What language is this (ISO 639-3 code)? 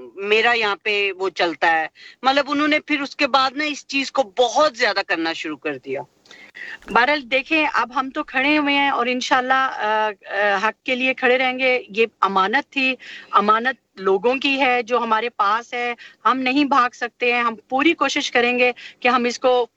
urd